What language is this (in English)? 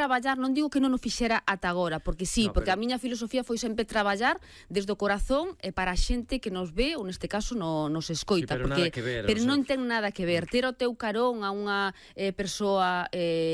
Galician